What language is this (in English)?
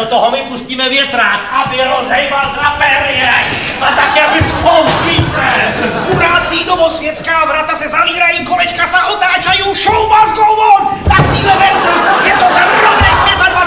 Czech